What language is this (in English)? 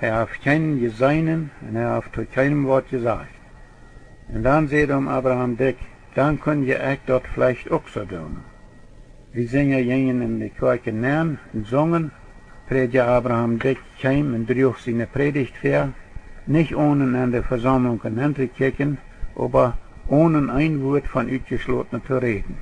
Plautdietsch